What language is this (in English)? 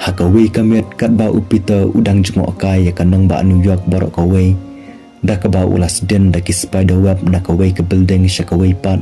Khasi